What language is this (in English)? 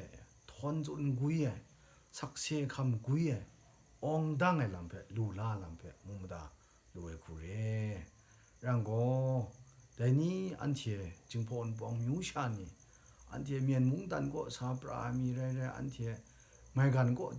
Kachin